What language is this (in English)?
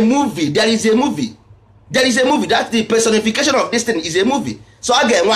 Igbo